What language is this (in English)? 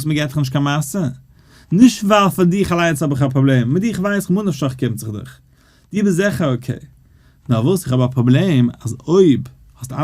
Yiddish